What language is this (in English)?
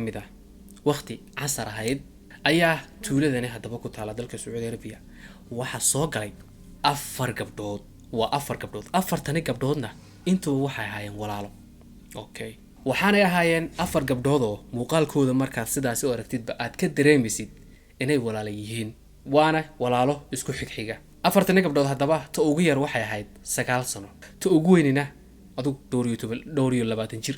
Somali